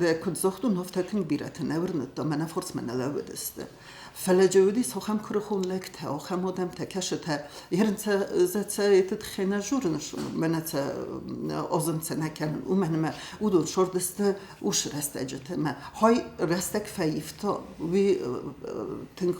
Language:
Ossetic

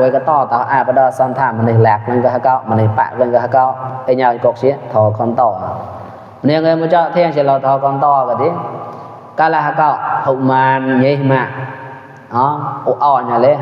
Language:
Mon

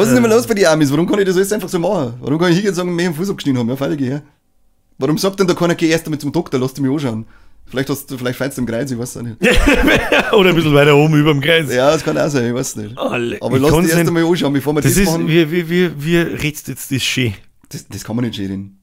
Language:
Bavarian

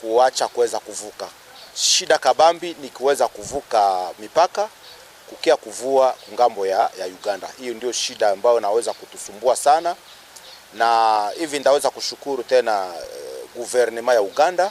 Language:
Nyankole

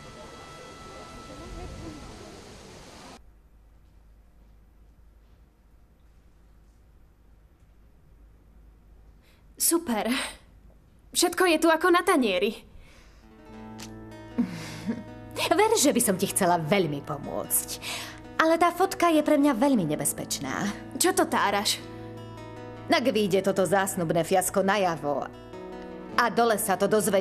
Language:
Slovak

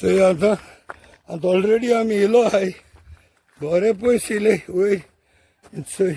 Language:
Konkani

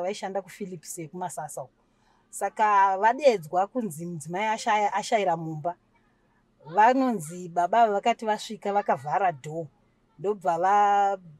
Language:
Shona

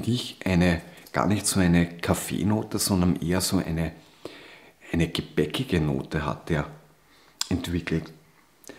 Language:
German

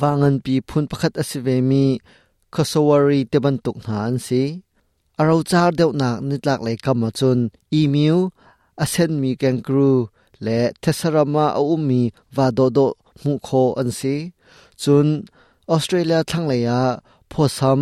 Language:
Hakha Chin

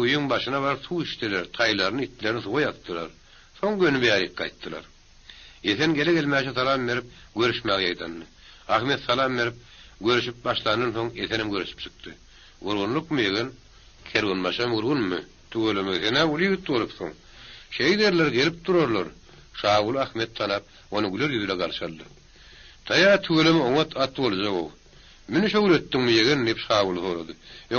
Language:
Turkmen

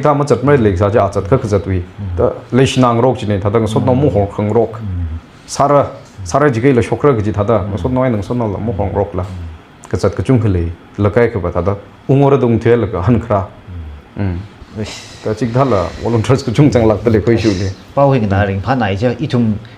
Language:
Tangkhul Naga (India)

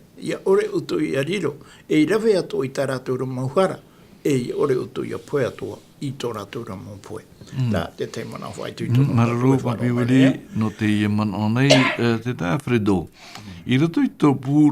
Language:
Tahitian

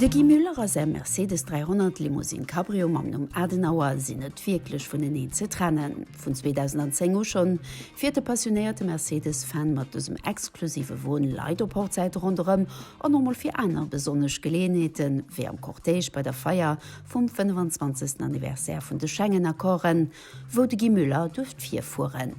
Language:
Luxembourgish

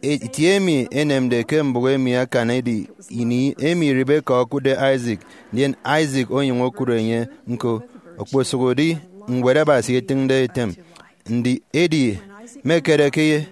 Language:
Efik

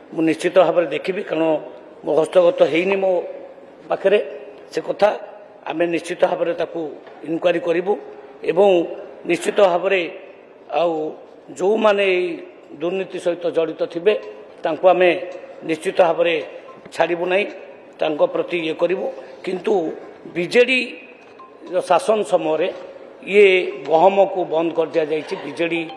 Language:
Odia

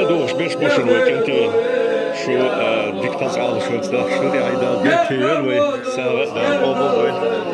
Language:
Chechen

